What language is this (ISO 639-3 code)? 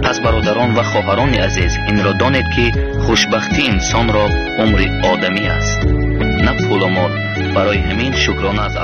tgk